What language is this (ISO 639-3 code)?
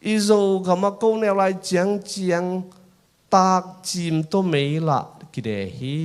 ctd